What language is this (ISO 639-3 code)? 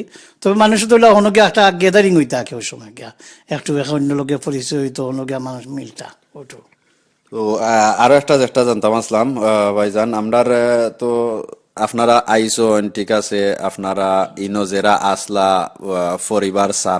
syl